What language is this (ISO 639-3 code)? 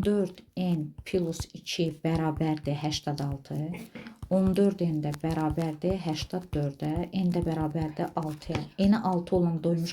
aze